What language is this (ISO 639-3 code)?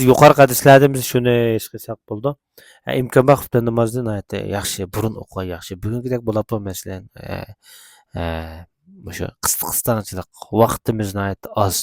uig